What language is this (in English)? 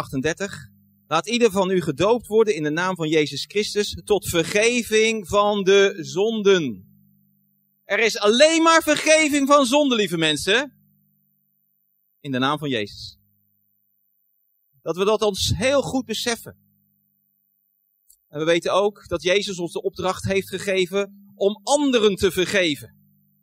Dutch